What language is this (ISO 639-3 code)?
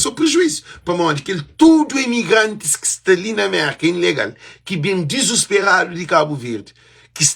kea